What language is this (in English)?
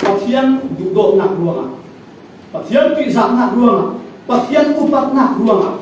Falam Chin